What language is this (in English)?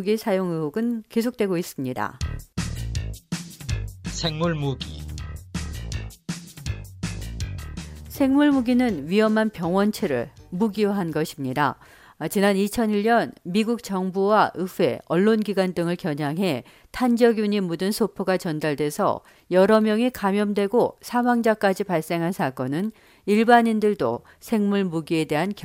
Korean